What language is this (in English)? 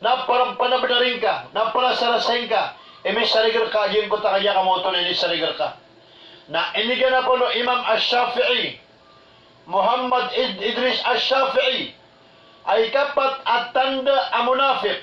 Maranao